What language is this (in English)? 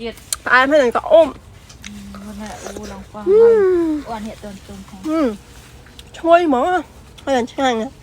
Khmer